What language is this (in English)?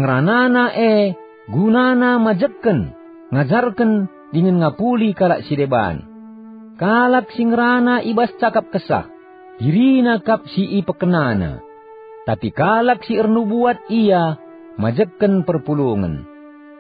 Batak Karo